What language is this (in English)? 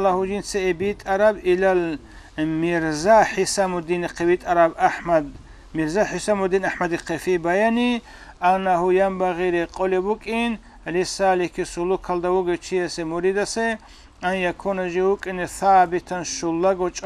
Avaric